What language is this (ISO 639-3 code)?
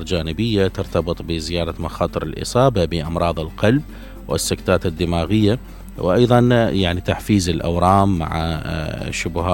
acm